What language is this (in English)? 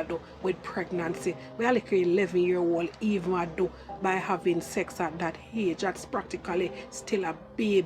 Jamaican Creole English